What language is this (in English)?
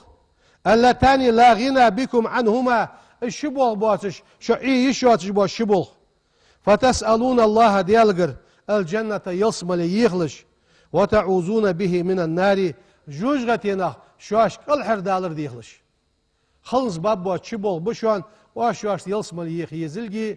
Ingush